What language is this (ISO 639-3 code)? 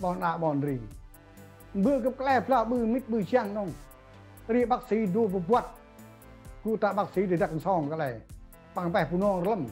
cmo